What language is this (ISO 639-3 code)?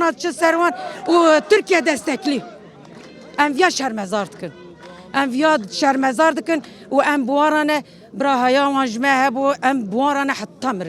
kur